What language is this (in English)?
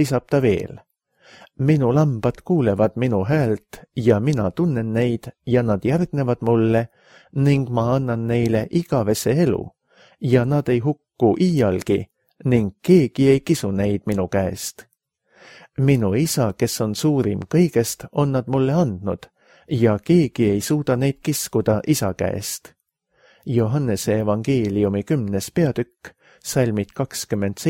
Estonian